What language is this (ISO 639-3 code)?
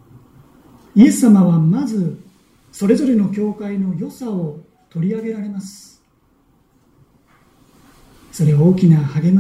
jpn